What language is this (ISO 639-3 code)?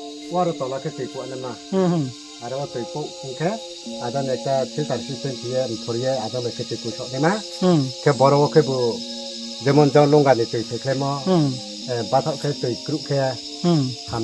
ria